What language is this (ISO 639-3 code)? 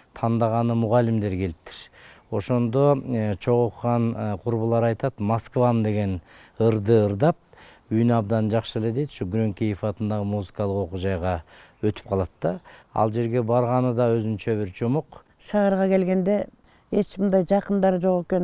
kir